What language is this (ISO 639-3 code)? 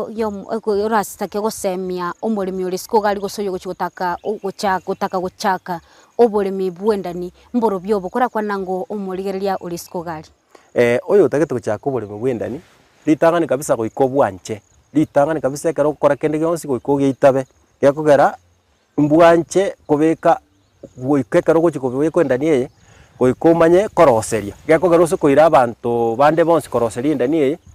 guz